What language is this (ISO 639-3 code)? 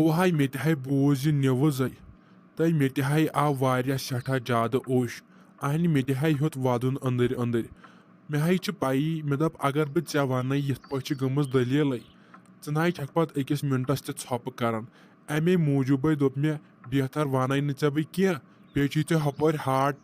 kas